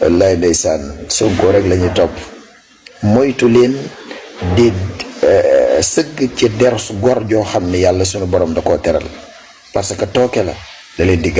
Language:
Wolof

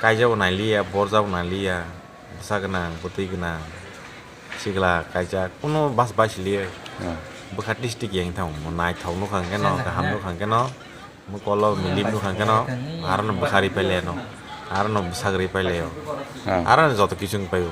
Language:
Kok Borok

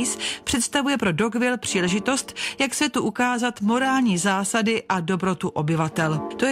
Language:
Czech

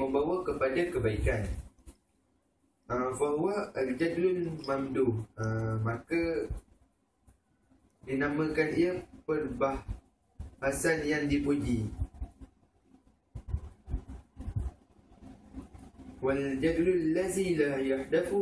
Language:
Malay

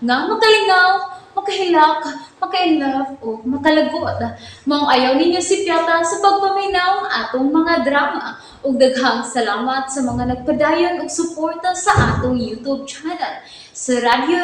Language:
Cebuano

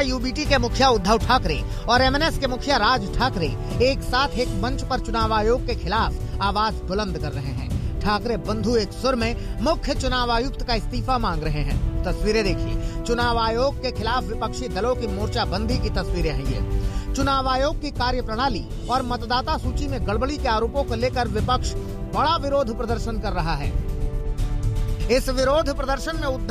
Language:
Hindi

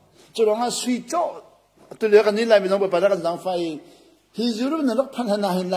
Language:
Hakha Chin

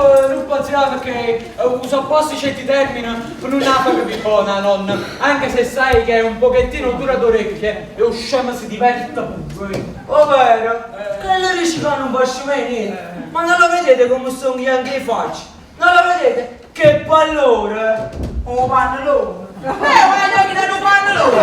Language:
Neapolitan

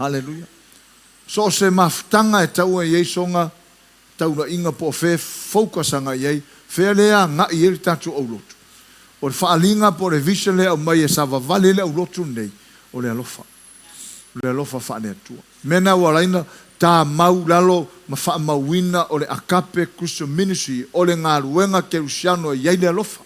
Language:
Samoan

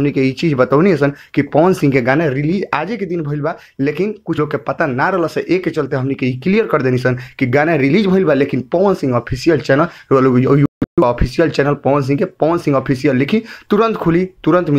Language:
Bhojpuri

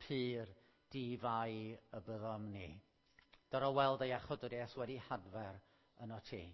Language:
Welsh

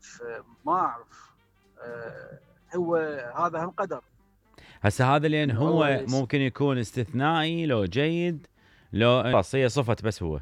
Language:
Mesopotamian Arabic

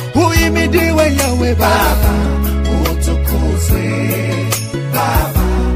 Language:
Swahili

